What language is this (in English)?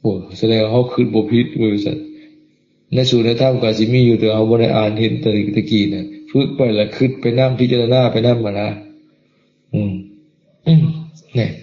Lao